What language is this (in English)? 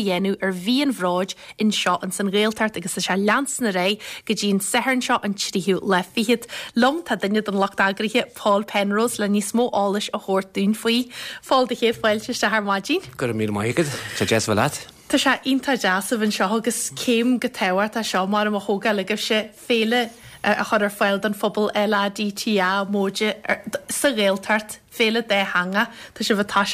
Irish